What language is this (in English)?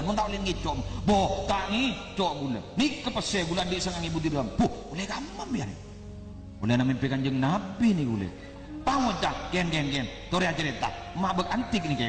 Madurese